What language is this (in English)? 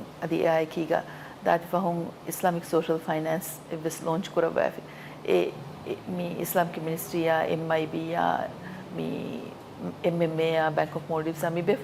Divehi